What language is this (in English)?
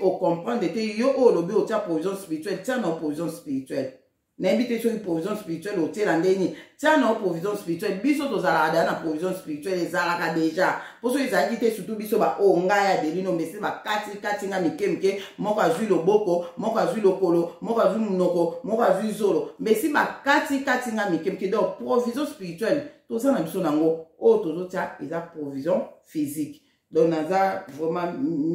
Lingala